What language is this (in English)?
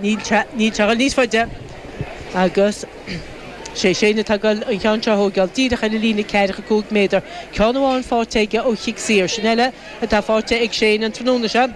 Irish